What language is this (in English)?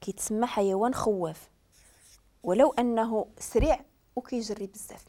Moroccan Arabic